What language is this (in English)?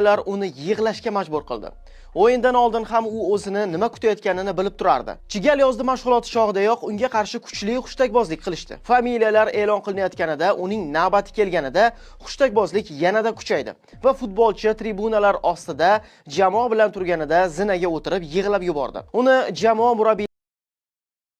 Uzbek